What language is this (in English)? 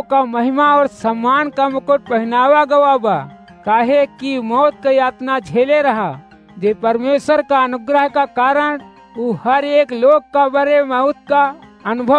Awadhi